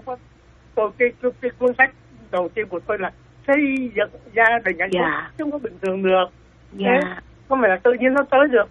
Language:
Vietnamese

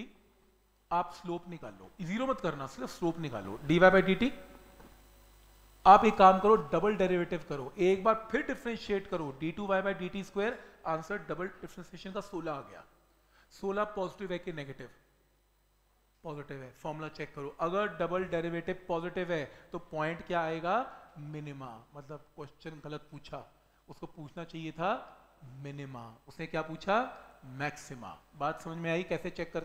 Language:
Hindi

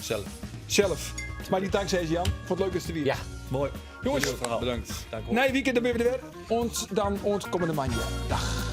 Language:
Western Frisian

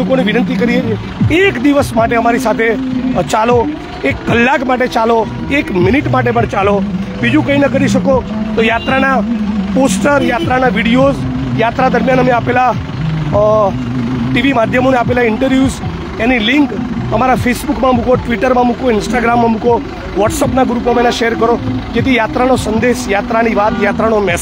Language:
Gujarati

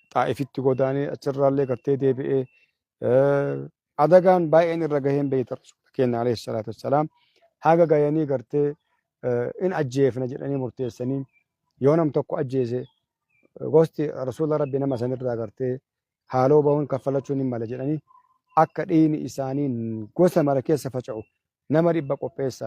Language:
Oromo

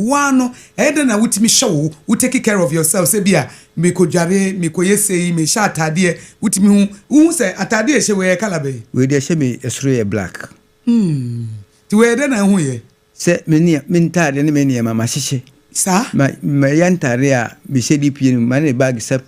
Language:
Akan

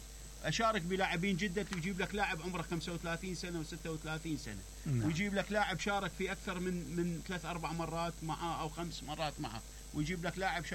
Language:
Mesopotamian Arabic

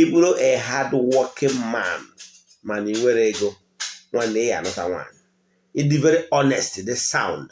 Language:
Igbo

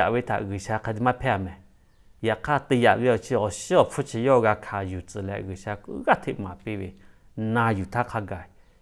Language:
Lahu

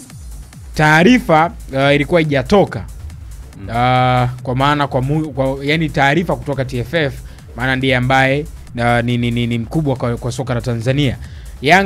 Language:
Swahili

